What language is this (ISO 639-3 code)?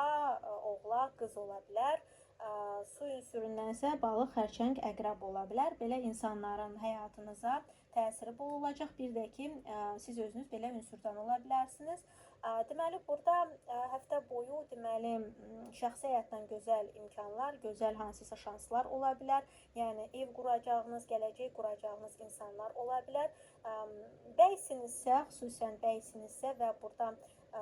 aze